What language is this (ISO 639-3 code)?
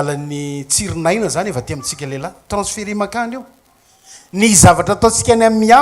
mlg